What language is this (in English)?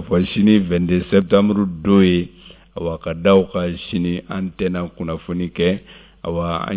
Bambara